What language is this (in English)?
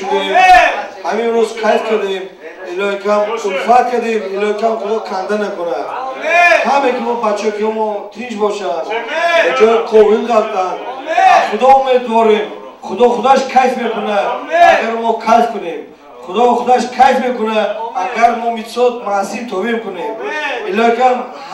Persian